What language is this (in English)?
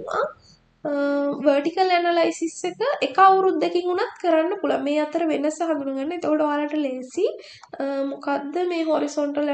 Sinhala